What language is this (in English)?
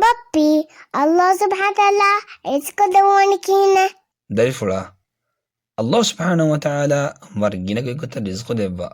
Divehi